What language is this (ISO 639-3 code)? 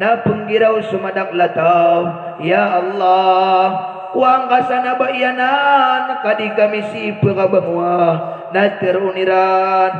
mrw